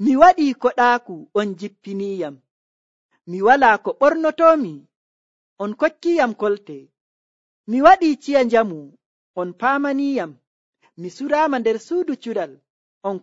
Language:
Nigerian Fulfulde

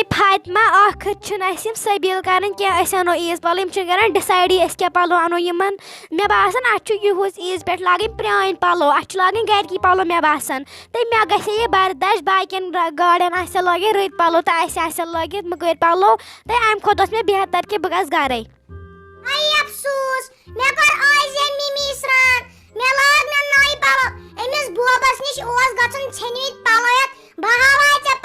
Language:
Kashmiri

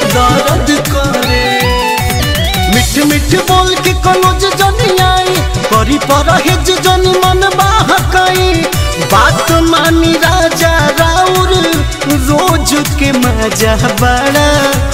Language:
Bhojpuri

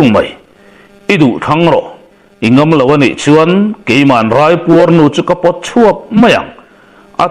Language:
Mizo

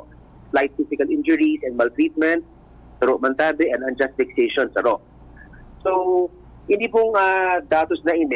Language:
Bikol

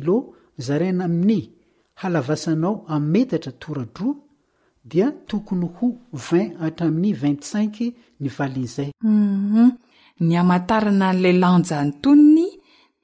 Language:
Malagasy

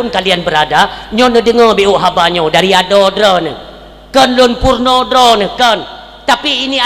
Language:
Achinese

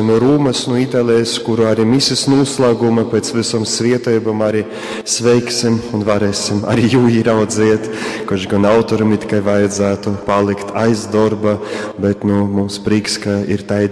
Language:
Latgalian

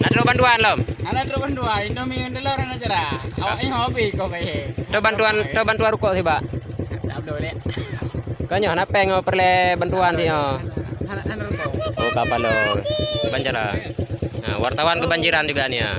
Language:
Achinese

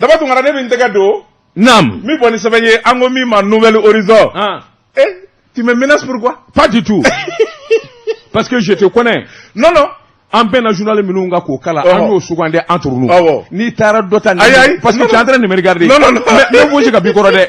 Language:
Bambara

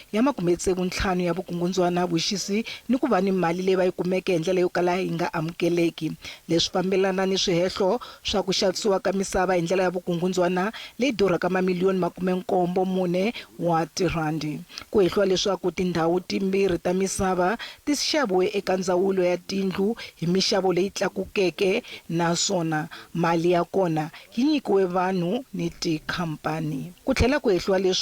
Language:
Tsonga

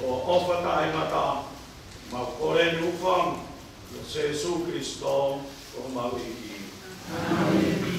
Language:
Tongan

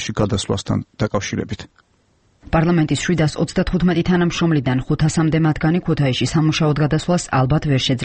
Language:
Georgian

